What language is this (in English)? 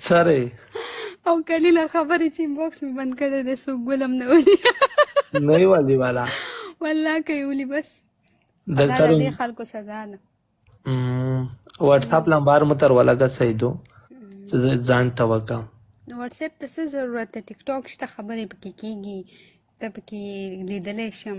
Pashto